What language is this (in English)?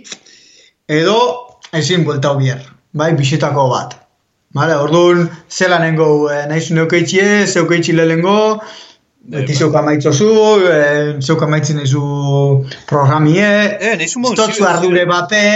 Basque